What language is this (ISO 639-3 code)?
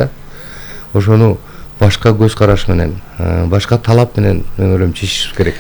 kir